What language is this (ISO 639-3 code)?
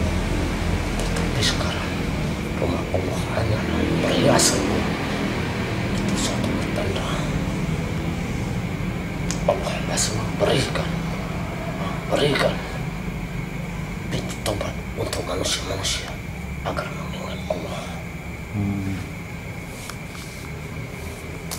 ind